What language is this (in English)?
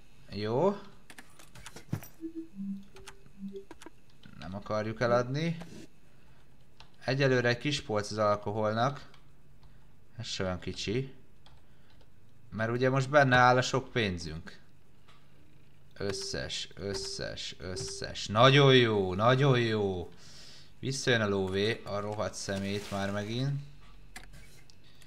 Hungarian